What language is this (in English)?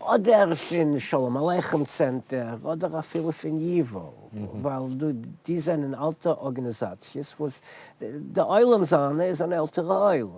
Yiddish